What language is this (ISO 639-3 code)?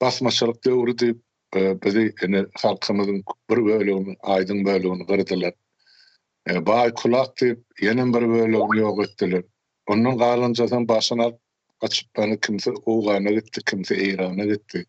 tuk